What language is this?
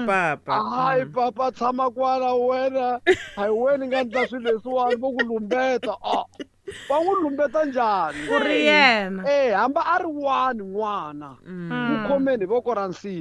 Tsonga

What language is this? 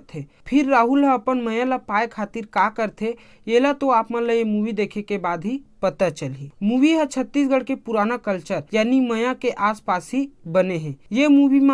Chhattisgarhi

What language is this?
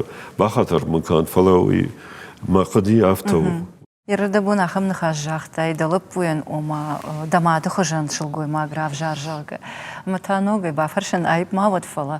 Ossetic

